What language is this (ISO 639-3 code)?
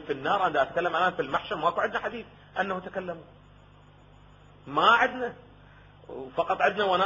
ara